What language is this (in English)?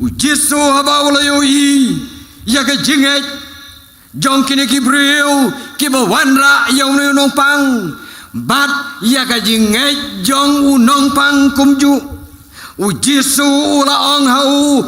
Khasi